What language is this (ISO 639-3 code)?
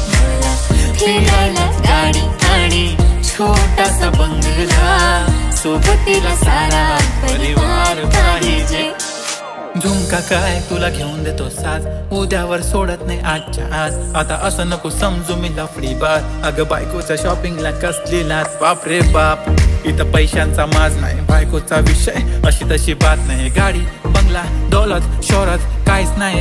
mar